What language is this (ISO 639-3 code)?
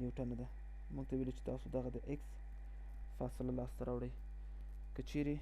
pus